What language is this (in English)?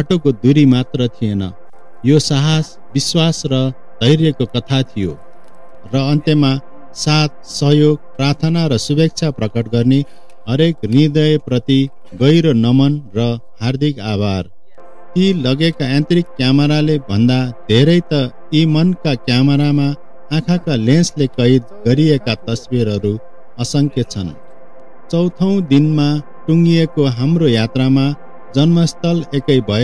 Nepali